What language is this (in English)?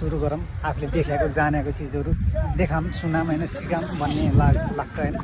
Nepali